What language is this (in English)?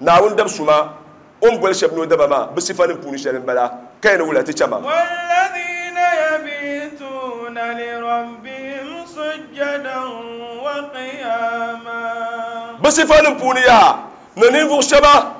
Dagbani